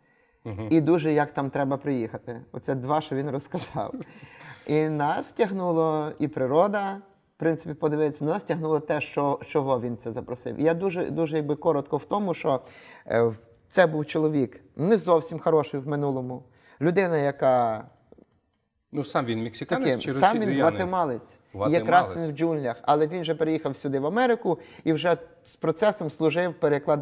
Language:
Ukrainian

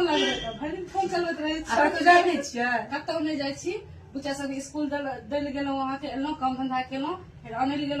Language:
Maithili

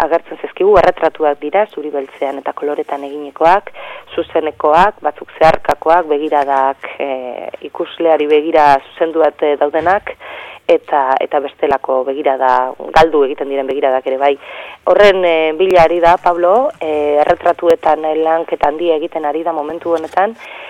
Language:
Basque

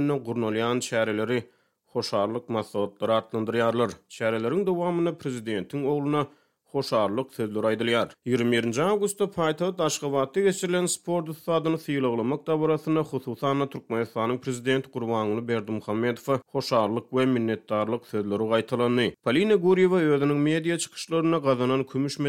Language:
Turkmen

